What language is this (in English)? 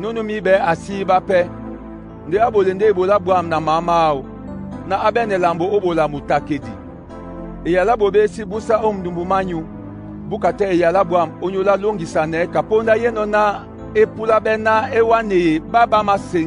Duala